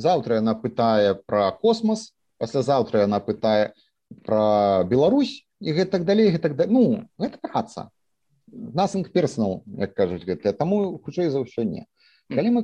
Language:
Belarusian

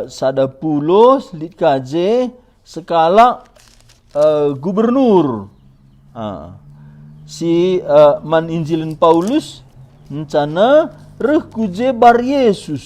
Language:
Batak Karo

